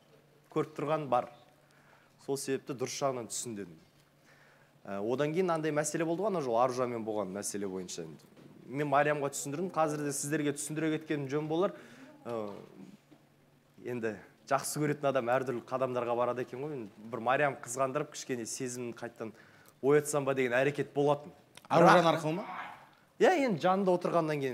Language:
Kazakh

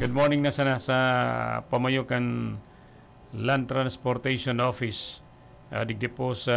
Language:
Bikol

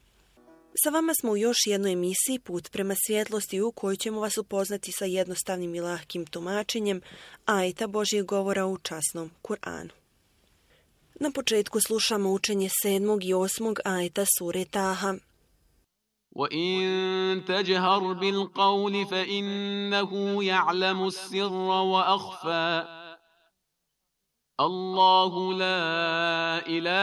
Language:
Bosnian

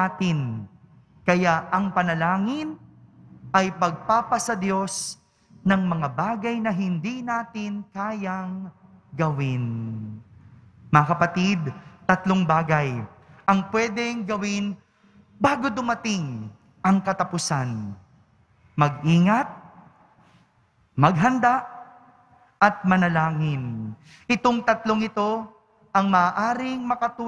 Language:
Filipino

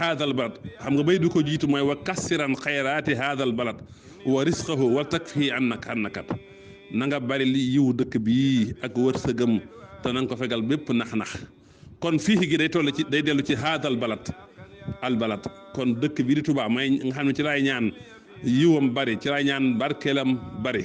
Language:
Wolof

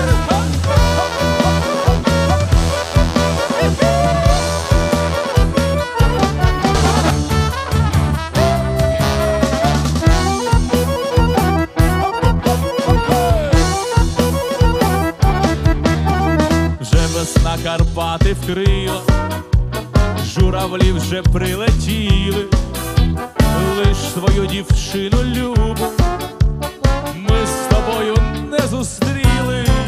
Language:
Ukrainian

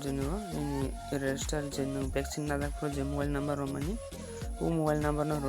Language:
Kok Borok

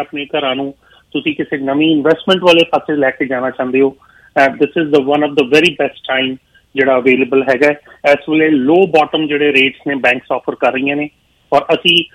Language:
Punjabi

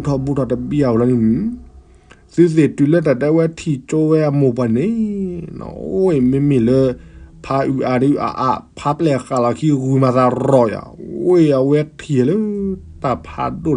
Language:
S'gaw Karen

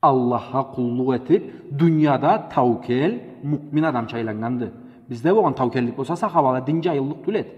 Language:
Karachay-Balkar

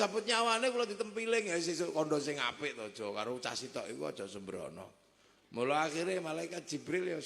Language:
Javanese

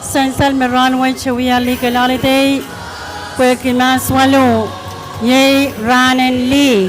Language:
Pohnpeian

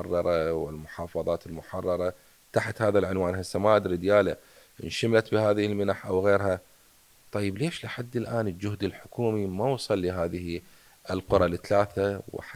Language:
Mesopotamian Arabic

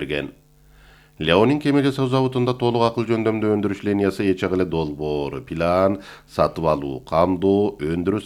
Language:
Kyrgyz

